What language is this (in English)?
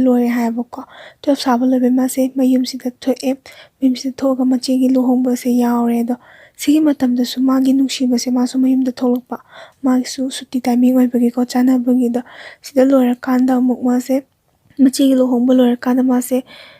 Manipuri